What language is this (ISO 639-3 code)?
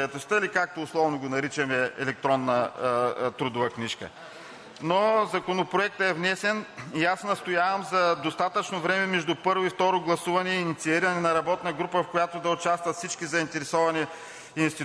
bul